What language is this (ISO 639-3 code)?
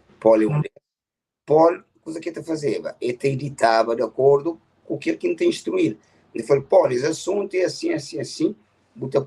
kea